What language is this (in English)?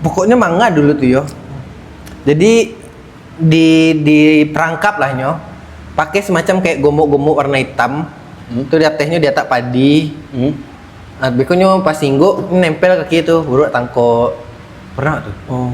Minangkabau